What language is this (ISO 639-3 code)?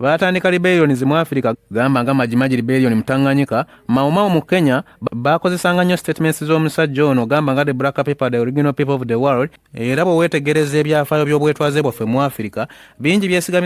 lug